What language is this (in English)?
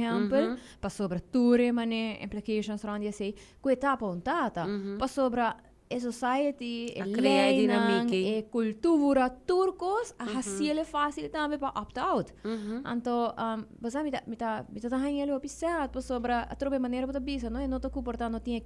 Papiamento